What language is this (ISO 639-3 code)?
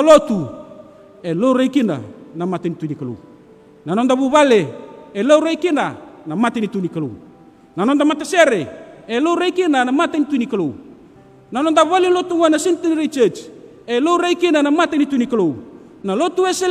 fij